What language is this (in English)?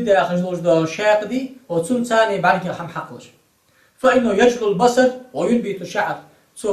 Ingush